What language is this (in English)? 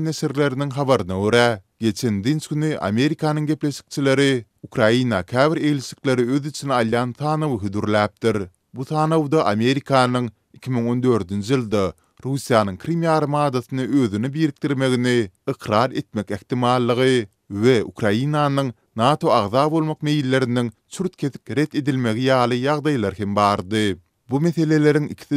Turkmen